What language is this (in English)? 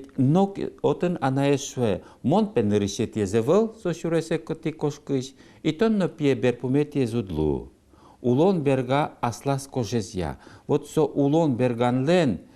Udmurt